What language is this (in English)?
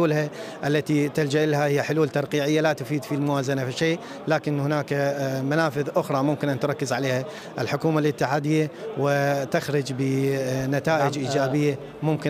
Mesopotamian Arabic